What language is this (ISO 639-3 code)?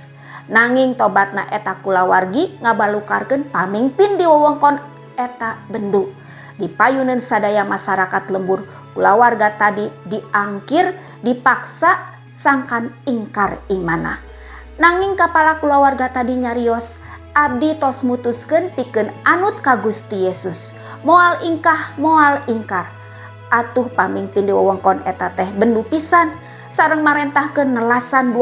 sun